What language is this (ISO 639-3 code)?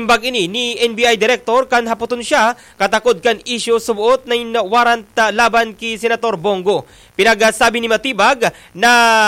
bik